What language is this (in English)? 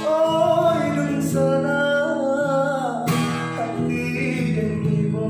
Minangkabau